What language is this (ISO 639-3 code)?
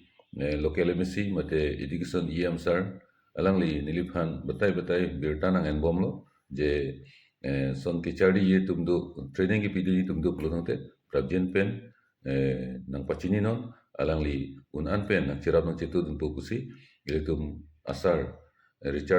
mjw